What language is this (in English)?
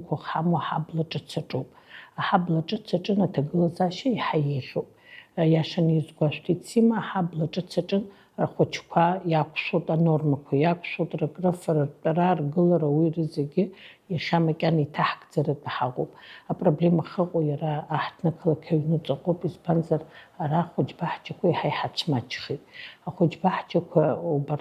Abkhazian